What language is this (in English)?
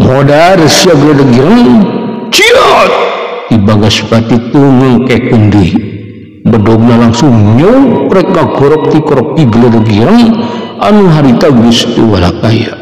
Sundanese